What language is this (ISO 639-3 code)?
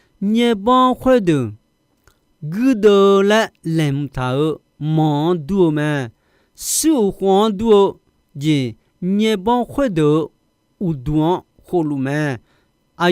ahk